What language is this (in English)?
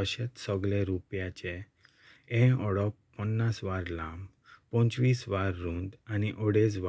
Konkani